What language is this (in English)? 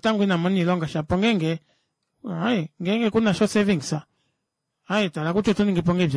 Kuanyama